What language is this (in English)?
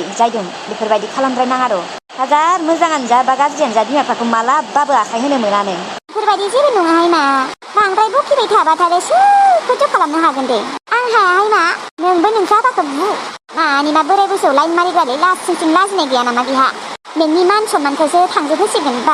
Bodo